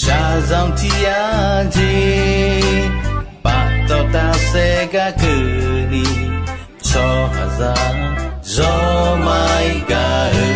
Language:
Akha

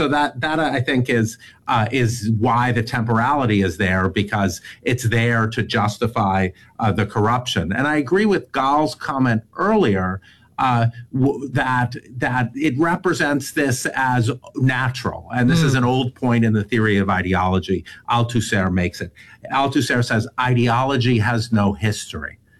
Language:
English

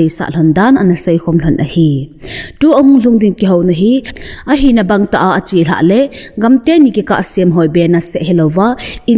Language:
Thado Chin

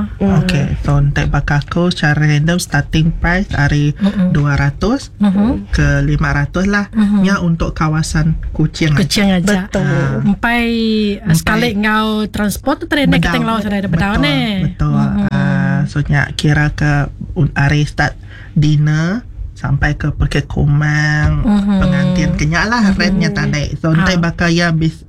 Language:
Iban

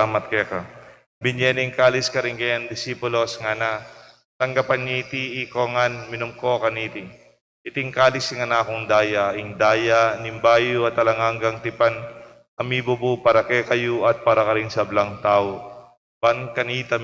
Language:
Pampanga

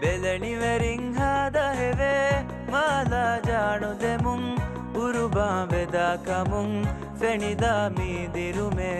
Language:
Divehi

